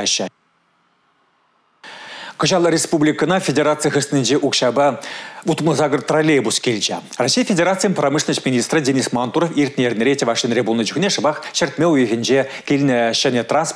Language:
Chuvash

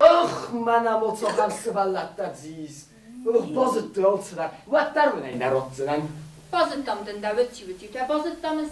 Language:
Ossetic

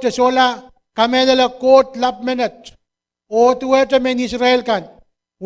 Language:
Pohnpeian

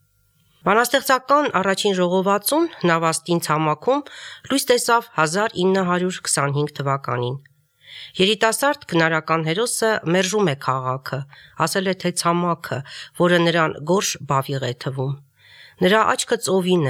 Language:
Armenian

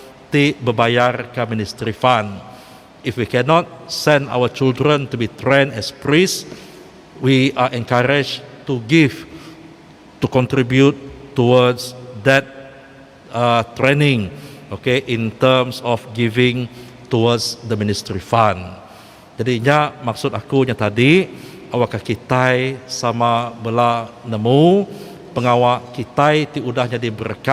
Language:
Iban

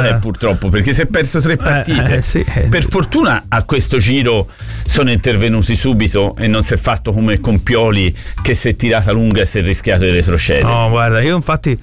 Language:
Italian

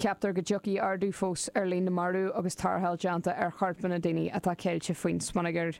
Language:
Irish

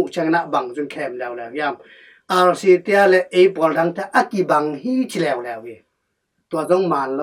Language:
Tedim Chin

